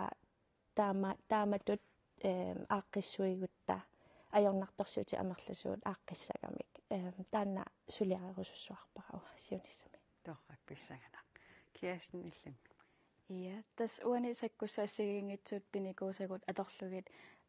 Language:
Kalaallisut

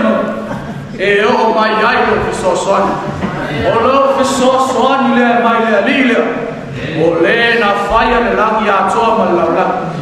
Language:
Samoan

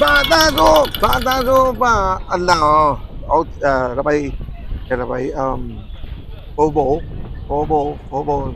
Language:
Papiamento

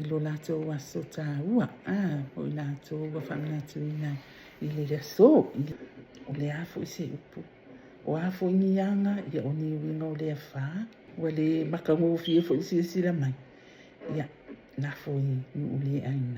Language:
Samoan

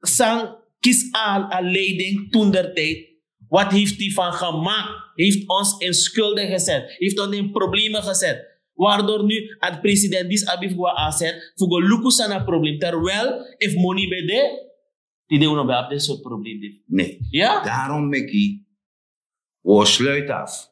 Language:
Sranan Tongo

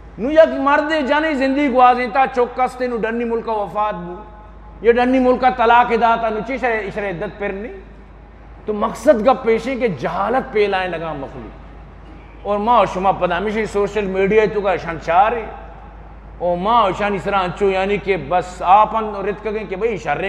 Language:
Eastern Balochi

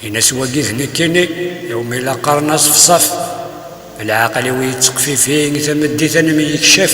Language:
Kabyle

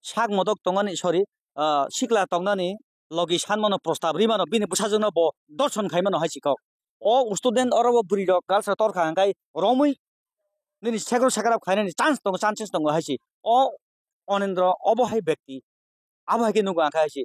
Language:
Kok Borok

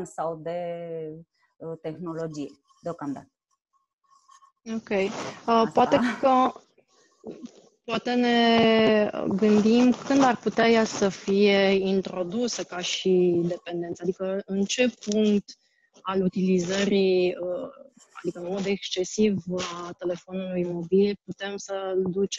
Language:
Romanian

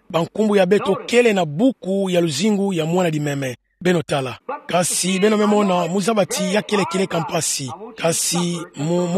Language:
Kituba (Democratic Republic of Congo)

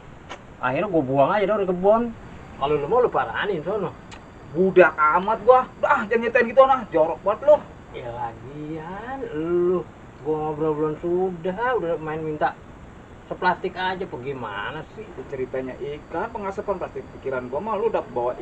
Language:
Betawi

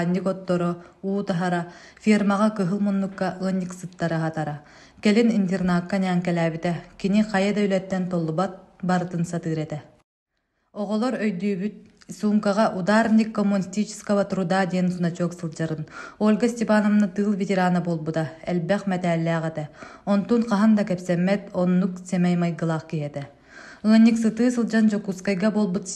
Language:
Yakut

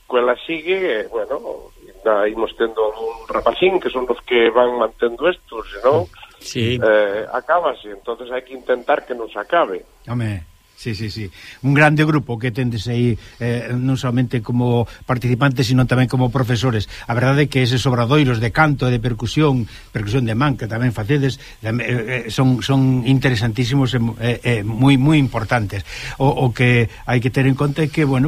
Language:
Galician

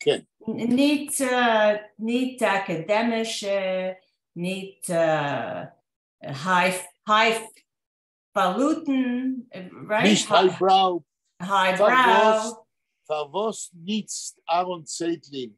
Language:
Yiddish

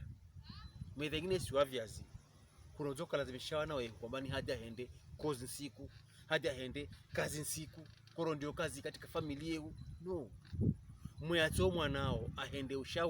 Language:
Pokomo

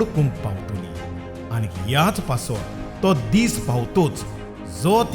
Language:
Konkani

